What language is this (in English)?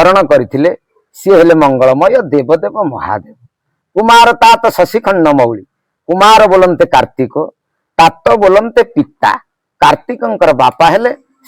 Odia